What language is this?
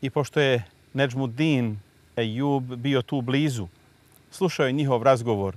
Bosnian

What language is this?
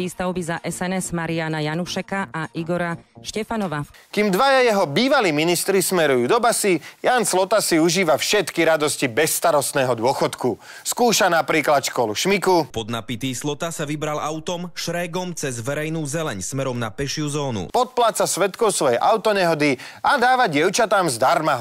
Slovak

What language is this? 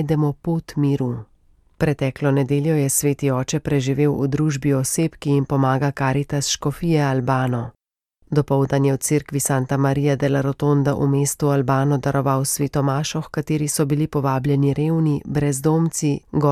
Slovenian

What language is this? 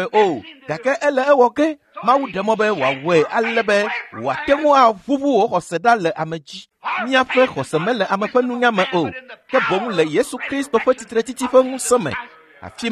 Ewe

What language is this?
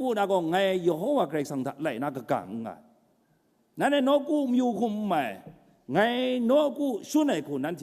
Kachin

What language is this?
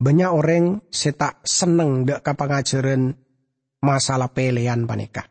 Madurese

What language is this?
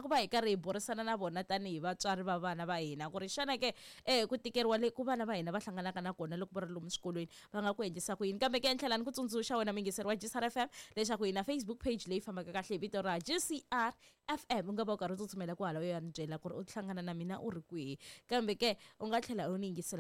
Tsonga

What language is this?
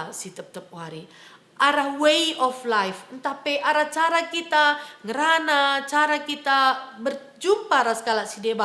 Batak Karo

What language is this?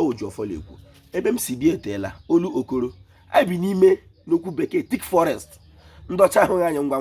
Igbo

